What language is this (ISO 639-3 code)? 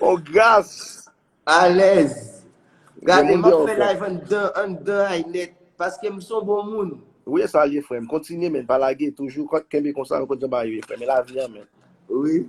hat